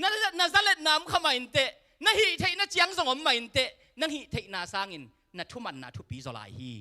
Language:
Tedim Chin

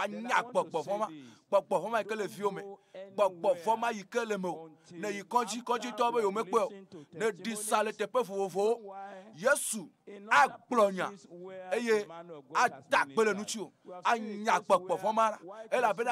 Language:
Ewe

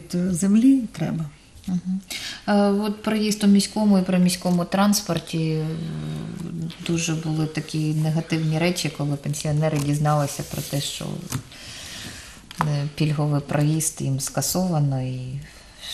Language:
Ukrainian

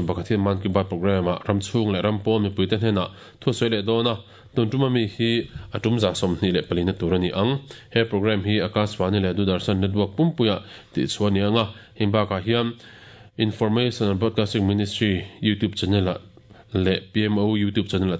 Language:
Mizo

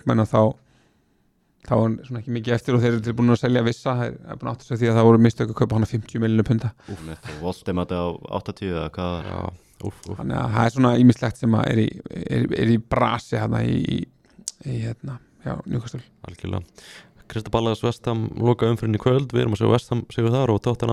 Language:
Icelandic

